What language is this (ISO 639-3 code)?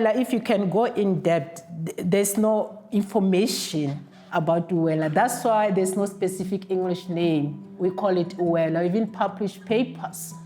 ven